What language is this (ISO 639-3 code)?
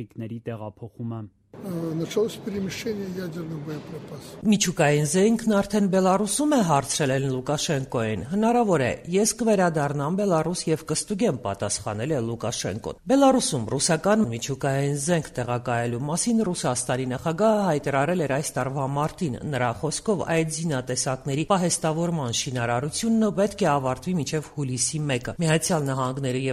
hye